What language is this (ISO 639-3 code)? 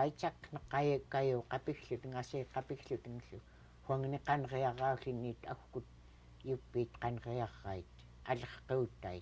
esu